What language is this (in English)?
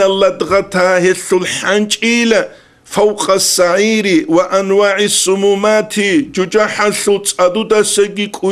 Avaric